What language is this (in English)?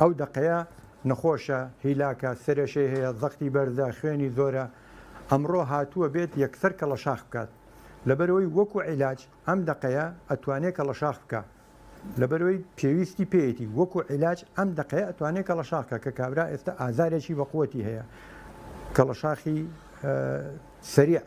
Central Kurdish